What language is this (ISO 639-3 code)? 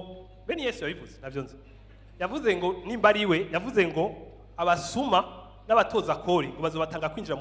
run